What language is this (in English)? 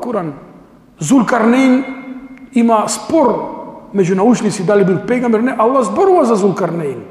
Macedonian